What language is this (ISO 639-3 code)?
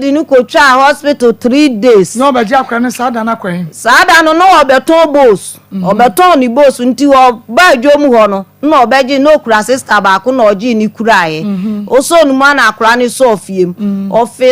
aka